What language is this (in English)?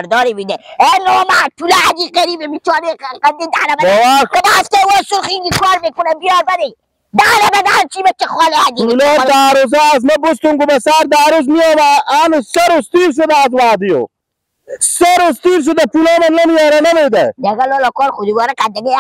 Persian